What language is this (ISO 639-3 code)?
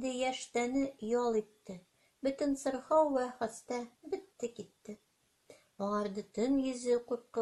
tat